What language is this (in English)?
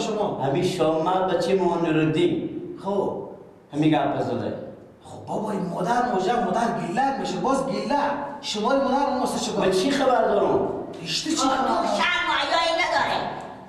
Persian